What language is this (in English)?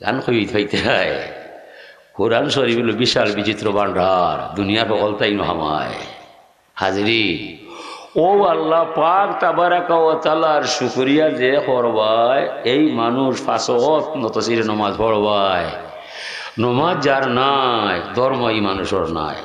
Sylheti